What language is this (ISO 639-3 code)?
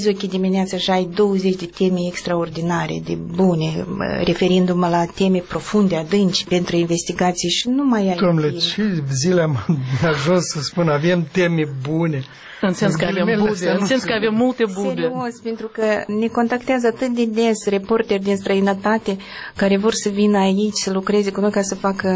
ron